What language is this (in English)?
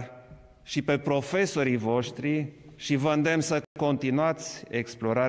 Romanian